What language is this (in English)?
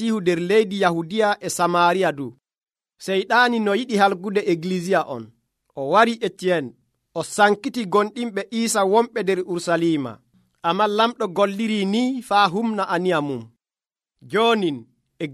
Nigerian Fulfulde